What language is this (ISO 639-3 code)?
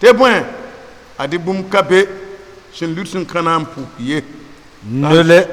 mos